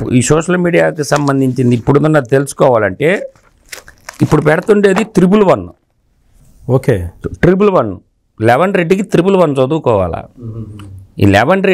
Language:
Telugu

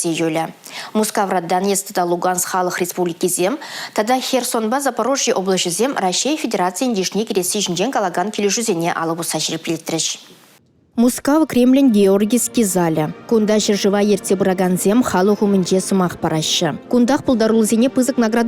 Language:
Chuvash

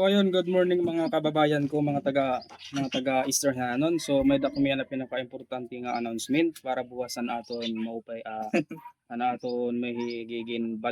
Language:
Waray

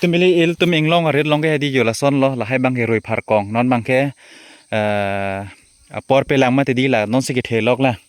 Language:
Karbi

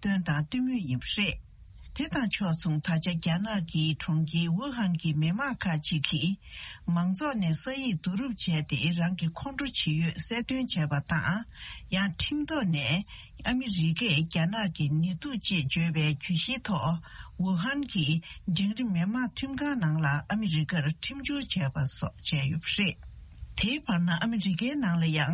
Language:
Tibetan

